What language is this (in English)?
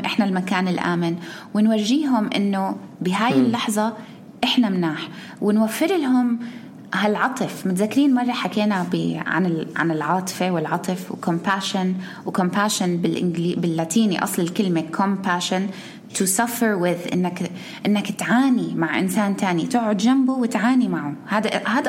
North Levantine Arabic